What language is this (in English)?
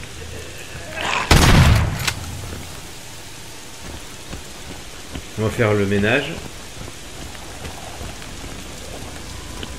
French